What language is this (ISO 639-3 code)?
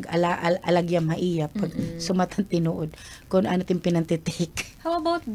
war